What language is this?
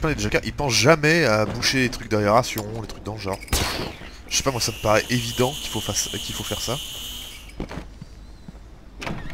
French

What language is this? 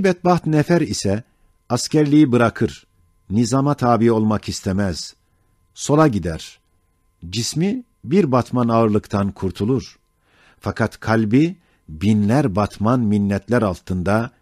Ottoman Turkish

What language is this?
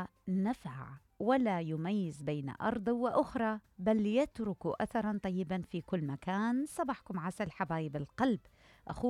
Mesopotamian Arabic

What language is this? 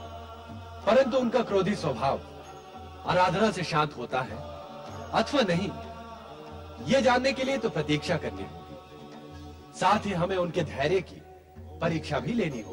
Hindi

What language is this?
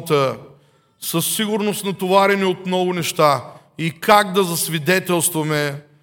Bulgarian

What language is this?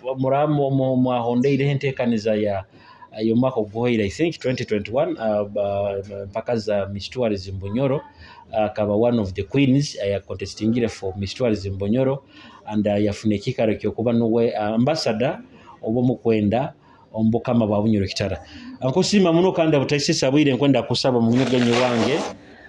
Nyoro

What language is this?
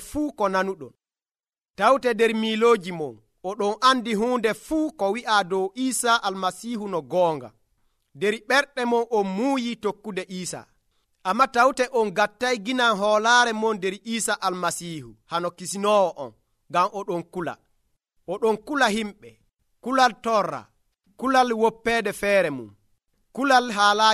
Nigerian Fulfulde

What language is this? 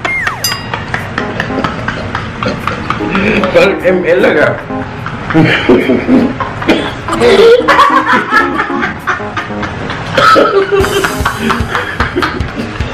Filipino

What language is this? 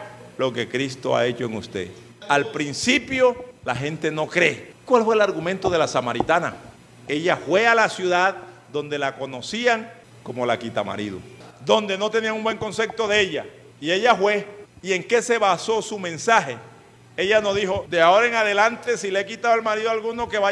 Spanish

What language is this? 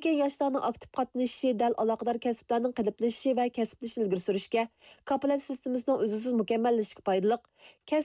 Uyghur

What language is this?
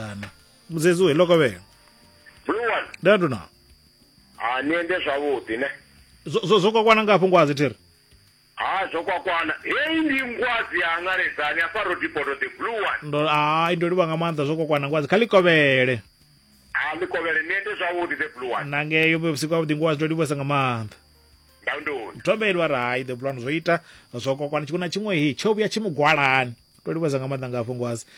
Venda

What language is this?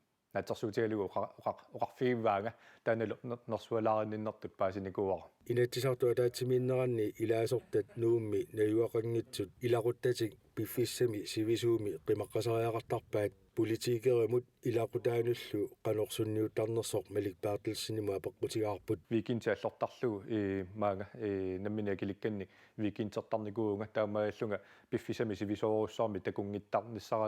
Kalaallisut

